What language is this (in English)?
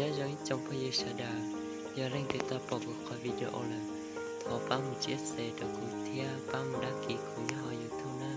Hmong